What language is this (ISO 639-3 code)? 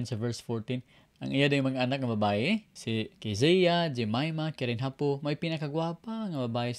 ceb